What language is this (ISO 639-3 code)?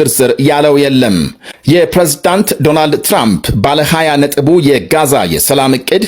amh